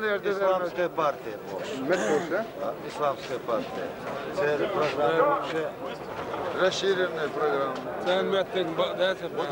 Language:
Chechen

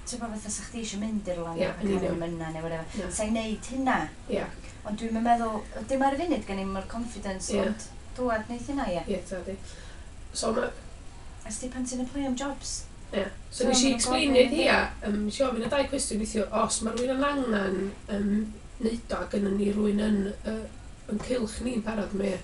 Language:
Welsh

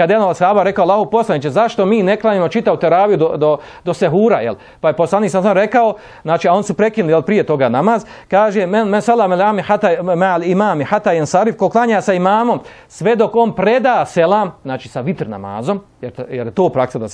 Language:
Bosnian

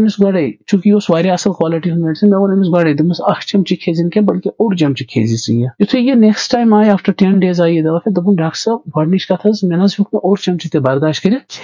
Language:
Kashmiri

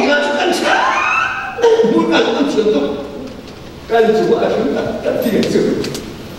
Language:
Hakha Chin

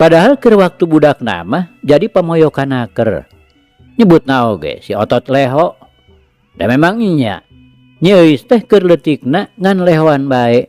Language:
Sundanese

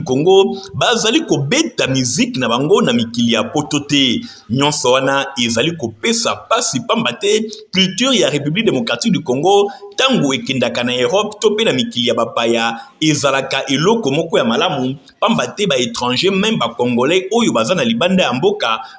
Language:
Lingala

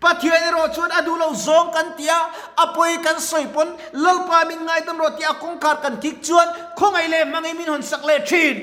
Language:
Mizo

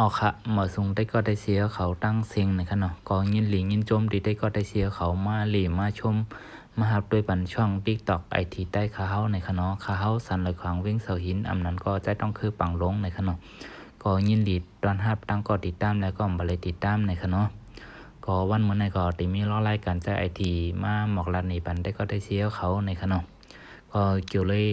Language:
Shan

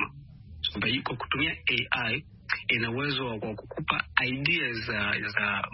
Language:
Swahili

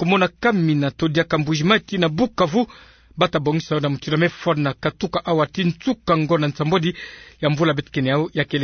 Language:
Kituba (Democratic Republic of Congo)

